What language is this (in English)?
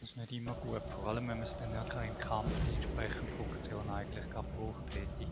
Swiss German